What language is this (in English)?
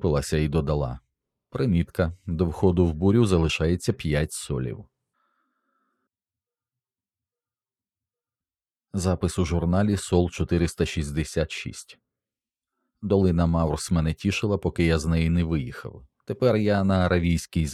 Ukrainian